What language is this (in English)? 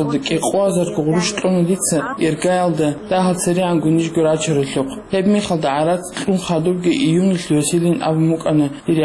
Avaric